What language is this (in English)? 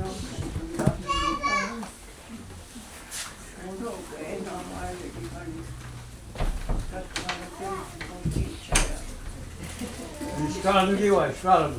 Mohawk